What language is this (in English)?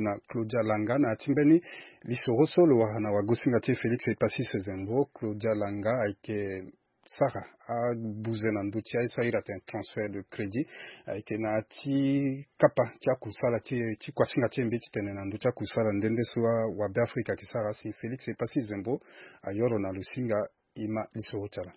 Sango